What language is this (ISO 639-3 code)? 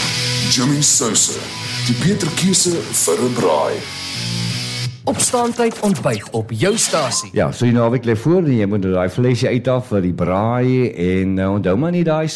afr